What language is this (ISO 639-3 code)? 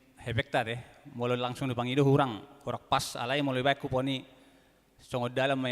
bbc